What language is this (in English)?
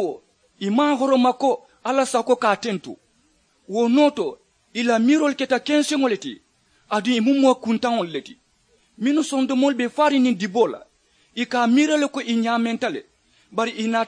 Mandingo